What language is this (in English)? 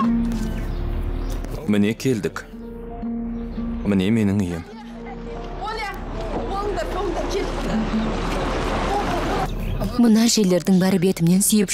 Kazakh